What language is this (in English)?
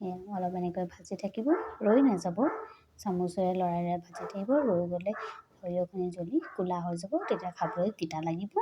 Assamese